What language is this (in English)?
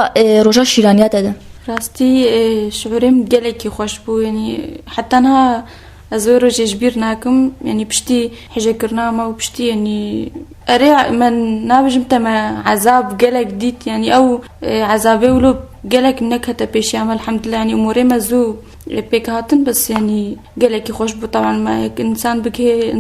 Kurdish